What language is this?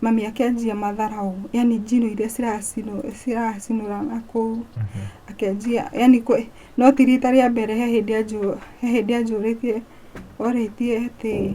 Kikuyu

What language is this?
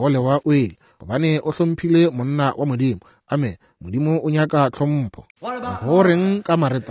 Northern Sotho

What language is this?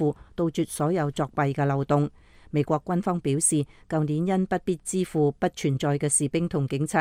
Cantonese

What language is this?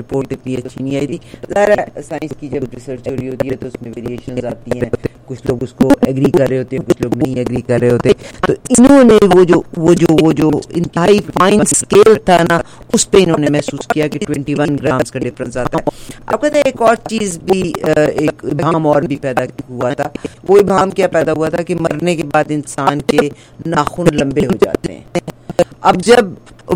Urdu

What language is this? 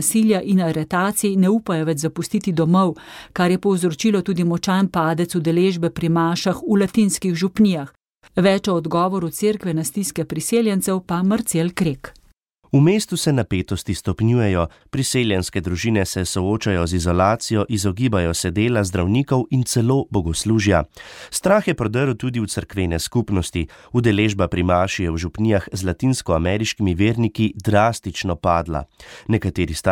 Slovenian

